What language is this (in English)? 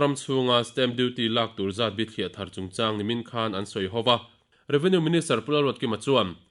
Mizo